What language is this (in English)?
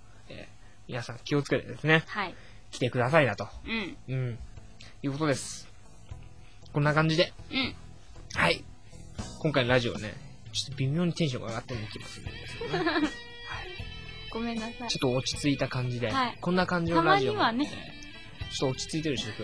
Japanese